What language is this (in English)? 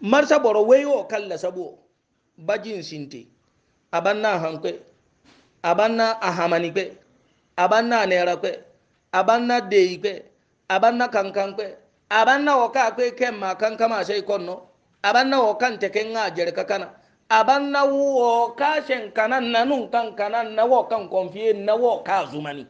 Hausa